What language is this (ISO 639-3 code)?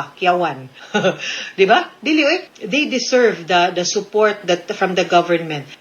ceb